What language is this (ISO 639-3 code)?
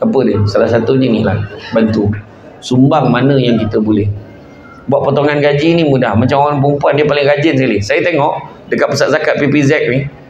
msa